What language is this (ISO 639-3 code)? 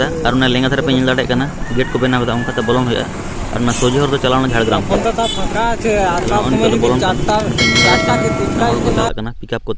sat